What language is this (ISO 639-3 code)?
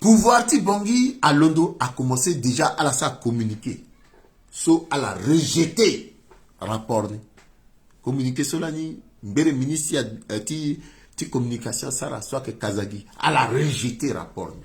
sag